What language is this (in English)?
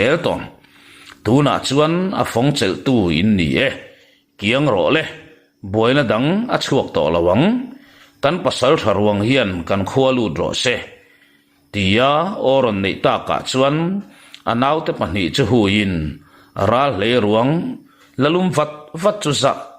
Mizo